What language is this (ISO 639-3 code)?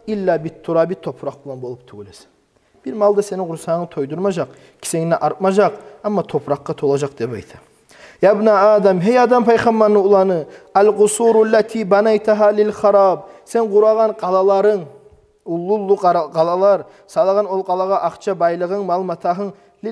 kum